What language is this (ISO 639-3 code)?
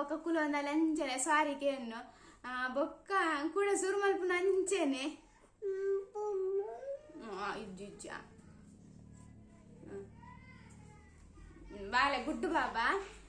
tcy